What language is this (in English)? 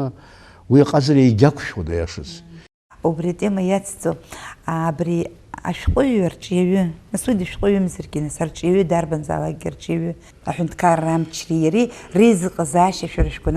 Abkhazian